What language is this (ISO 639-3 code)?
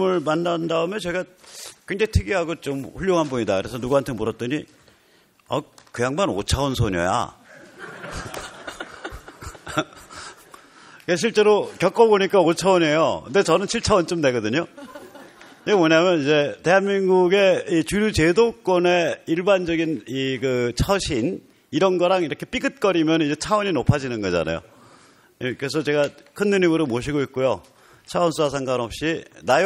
kor